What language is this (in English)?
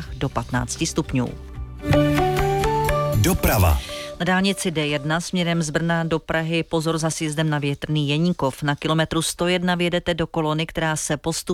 Czech